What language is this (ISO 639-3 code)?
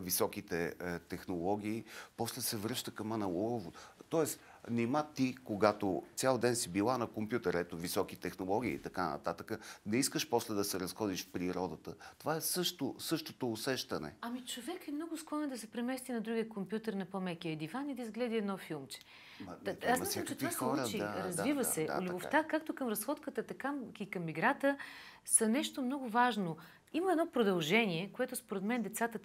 bul